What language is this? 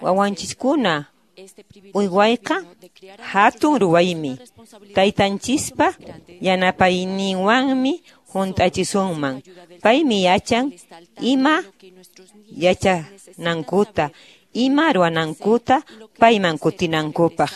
Quechua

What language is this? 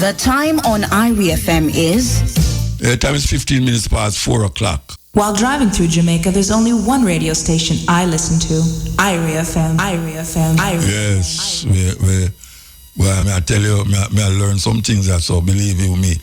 Jamaican Creole English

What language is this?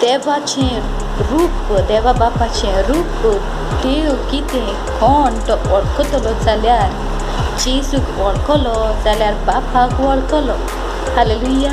Konkani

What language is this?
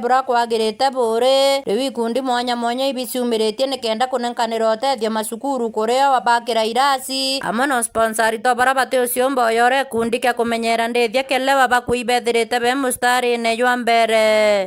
Meru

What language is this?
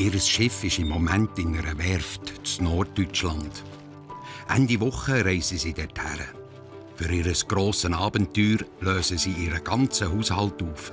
Swiss German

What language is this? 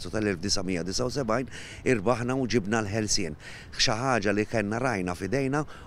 Maltese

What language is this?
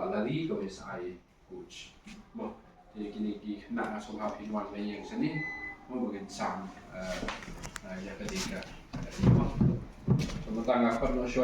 Khasi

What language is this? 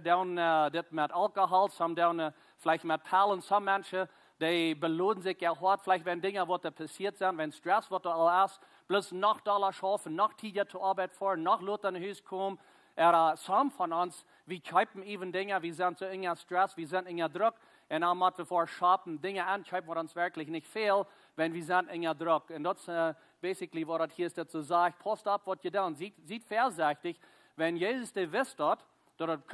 Plautdietsch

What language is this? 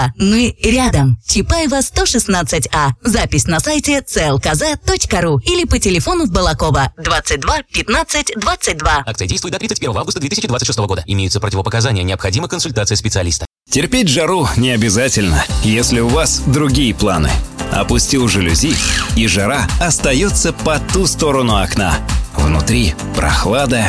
Russian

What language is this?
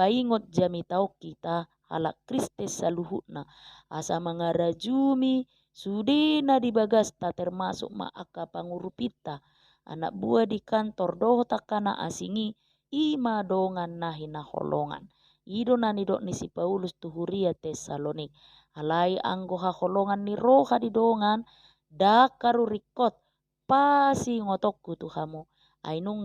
Batak Toba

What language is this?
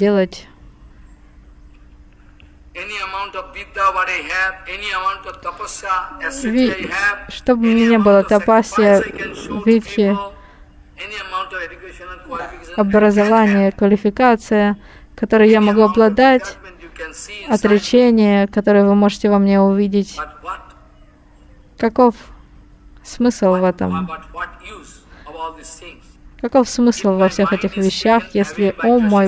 Russian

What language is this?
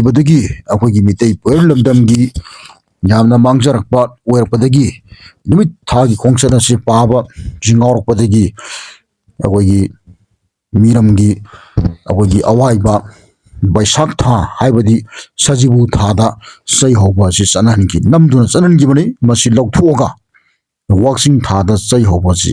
Manipuri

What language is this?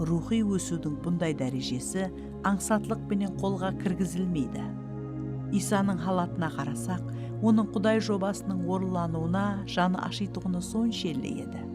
Kara-Kalpak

